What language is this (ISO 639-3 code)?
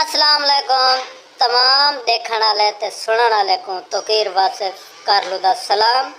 skr